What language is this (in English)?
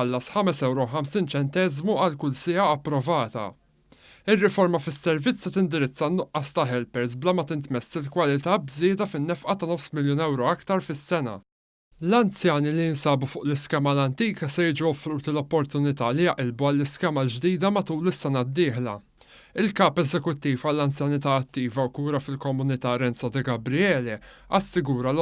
Maltese